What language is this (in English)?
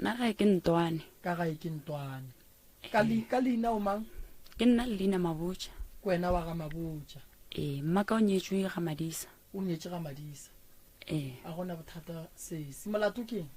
Northern Sotho